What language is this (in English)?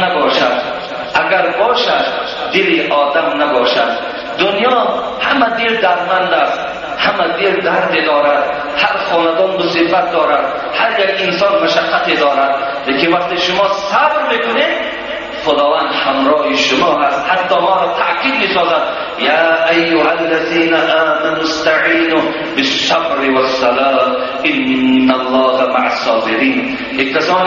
Tajik